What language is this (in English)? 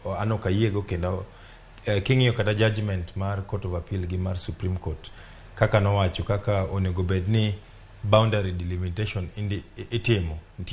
Luo (Kenya and Tanzania)